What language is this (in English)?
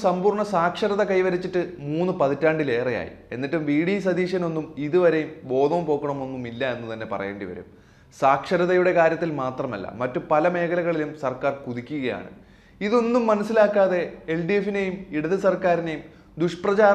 Malayalam